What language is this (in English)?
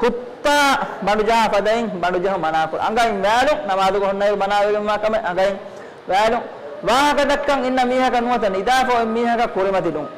Divehi